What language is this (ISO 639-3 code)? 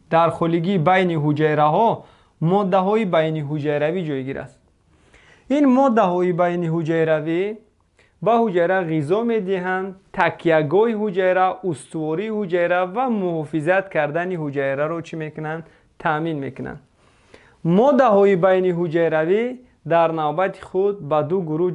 tgk